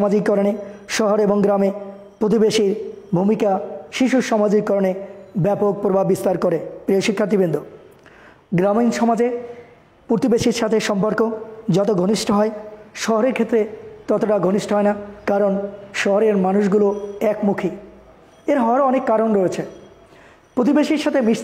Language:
Bangla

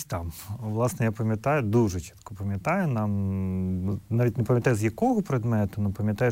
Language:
Ukrainian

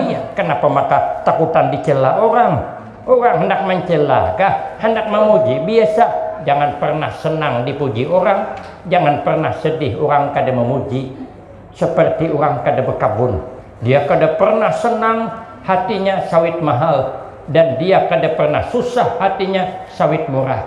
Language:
Banjar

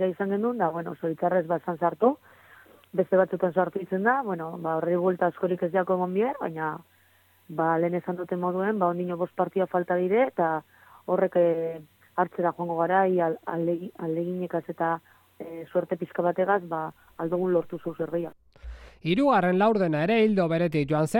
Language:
Basque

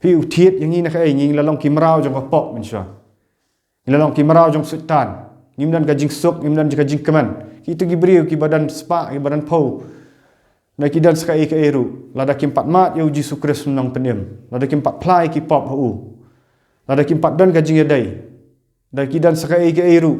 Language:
Khasi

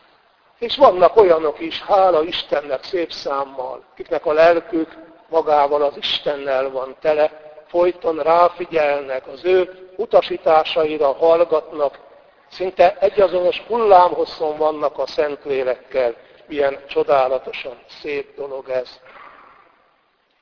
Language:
Hungarian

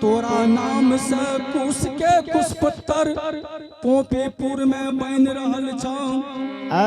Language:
Angika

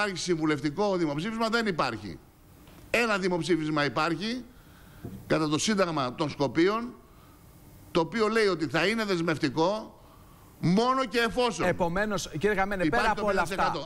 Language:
Greek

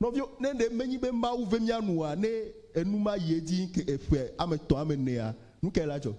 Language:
Ewe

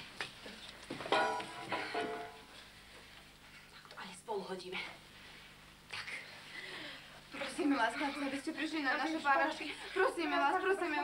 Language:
Slovak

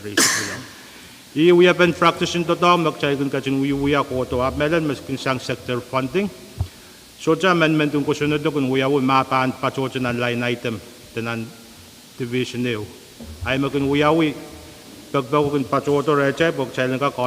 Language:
Pohnpeian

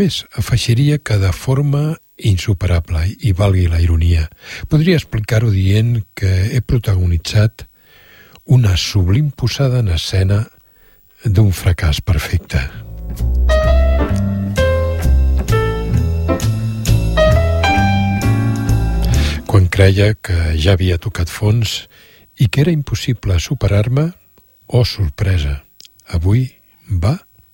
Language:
Catalan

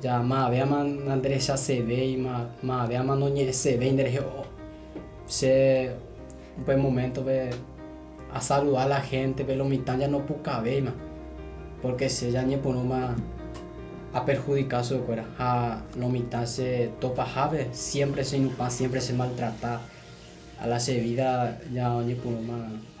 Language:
Guarani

